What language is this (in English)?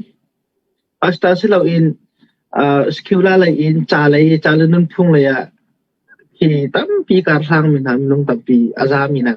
Hakha Chin